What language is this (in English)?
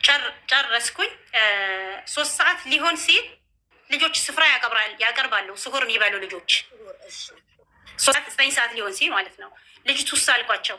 Amharic